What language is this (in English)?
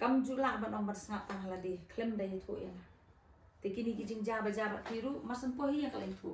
Khasi